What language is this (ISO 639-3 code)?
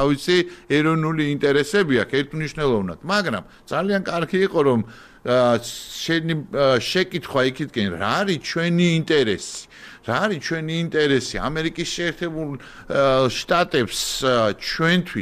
kat